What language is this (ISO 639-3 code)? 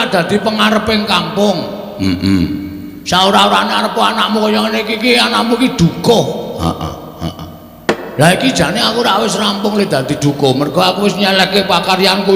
jav